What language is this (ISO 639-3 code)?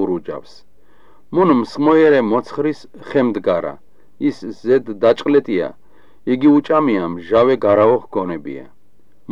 kat